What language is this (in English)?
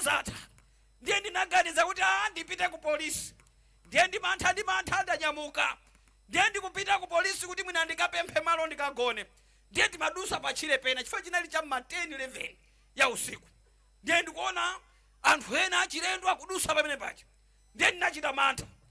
Nyanja